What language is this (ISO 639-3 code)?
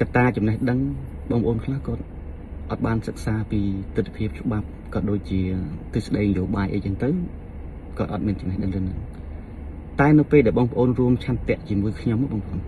khm